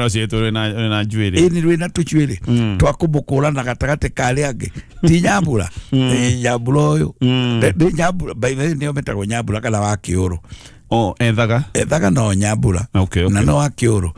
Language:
Kikuyu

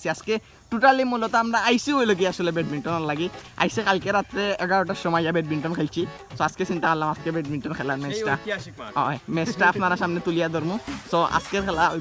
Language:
Sylheti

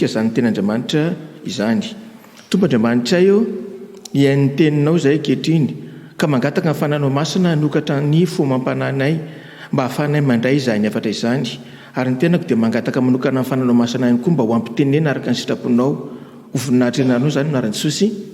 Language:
Malagasy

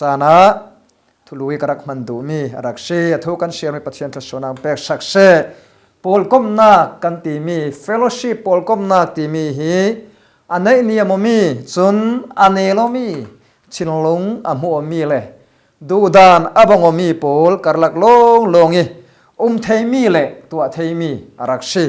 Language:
Falam Chin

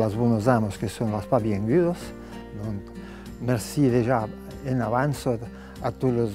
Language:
Occitan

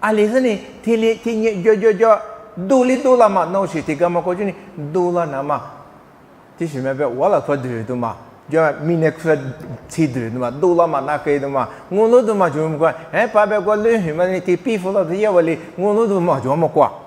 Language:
Lisu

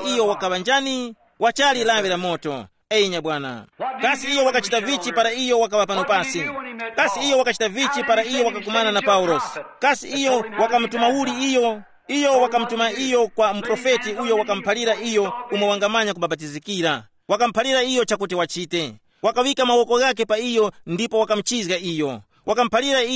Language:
Tumbuka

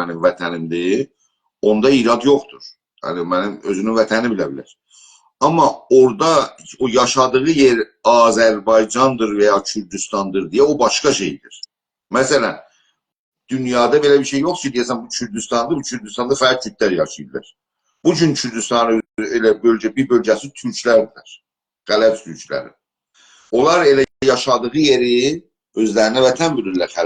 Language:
South Azerbaijani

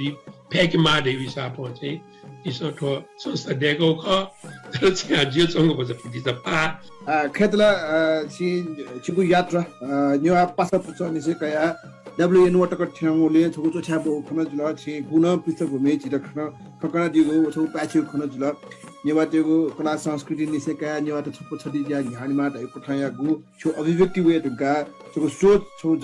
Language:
Newari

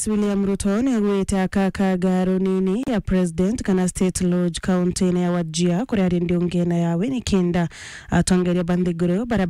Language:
Meru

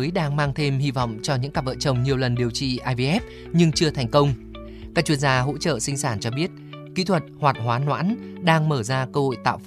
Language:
Vietnamese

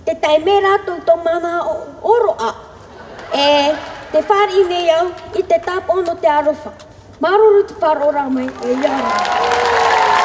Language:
Tahitian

